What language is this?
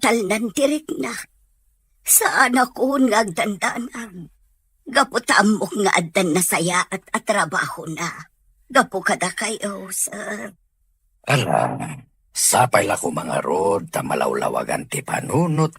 Iloko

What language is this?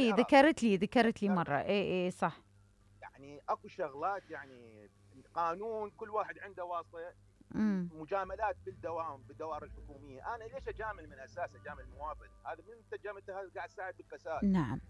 Mesopotamian Arabic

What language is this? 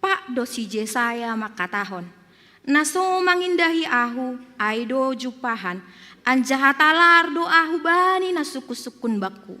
Batak Simalungun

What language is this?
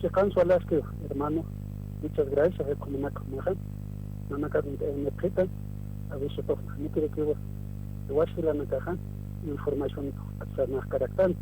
Aymara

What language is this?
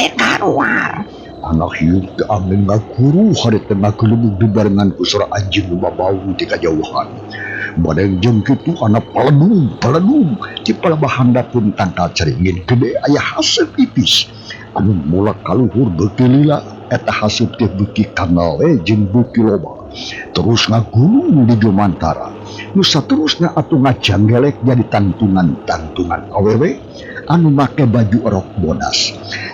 Sundanese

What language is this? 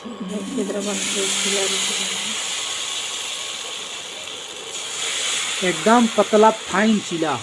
Chhattisgarhi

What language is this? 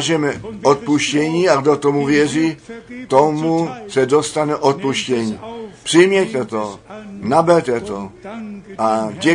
Czech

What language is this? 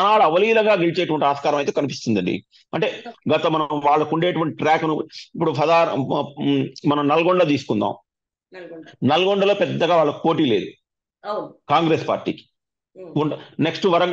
Telugu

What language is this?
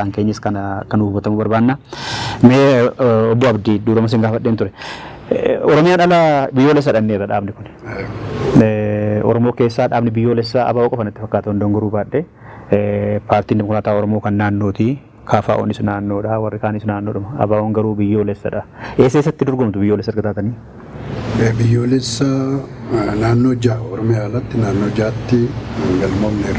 Oromo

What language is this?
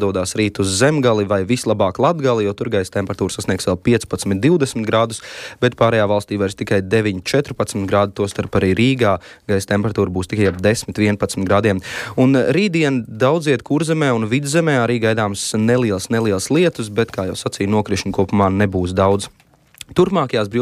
Latvian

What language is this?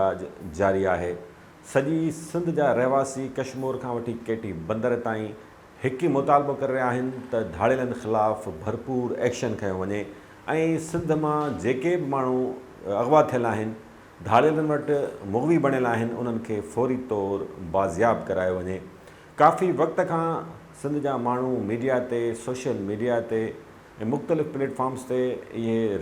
Sindhi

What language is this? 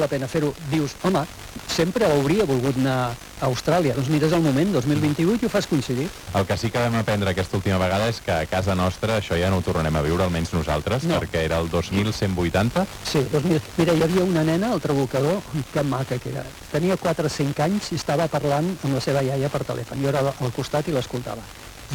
Catalan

